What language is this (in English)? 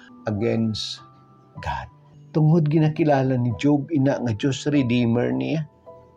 Hiligaynon